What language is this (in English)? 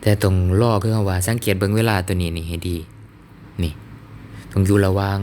Lao